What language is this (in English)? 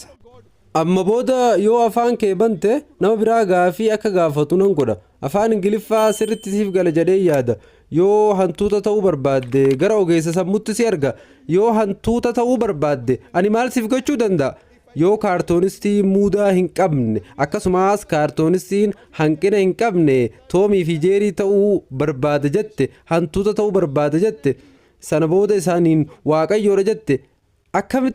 Oromo